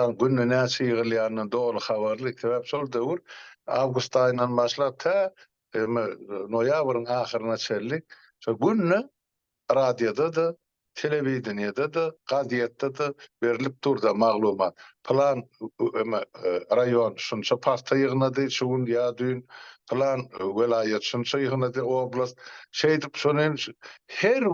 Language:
Turkmen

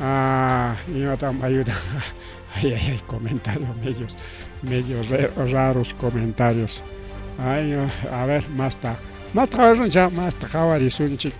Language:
Ayacucho Quechua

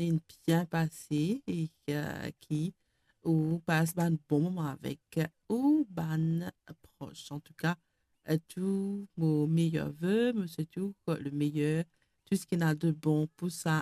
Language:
Morisyen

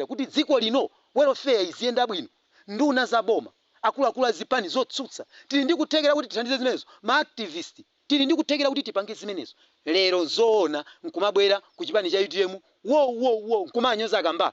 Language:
Nyanja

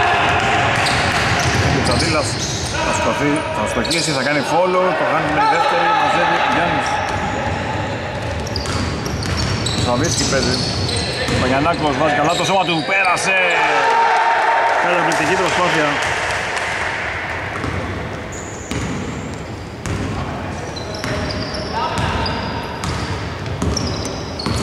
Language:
Greek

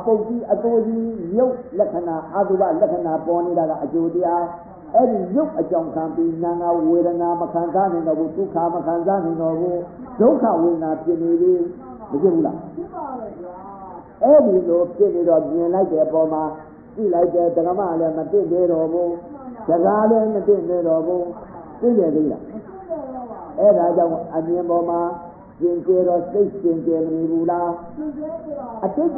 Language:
Burmese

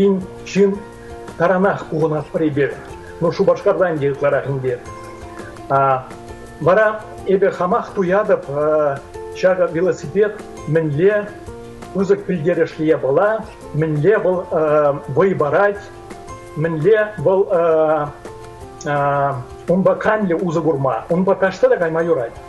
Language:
Chuvash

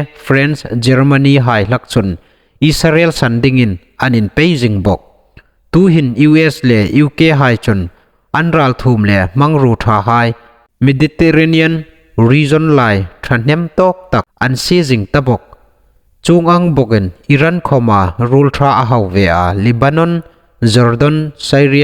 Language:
Hmar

